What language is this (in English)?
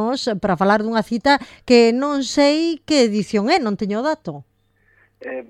Galician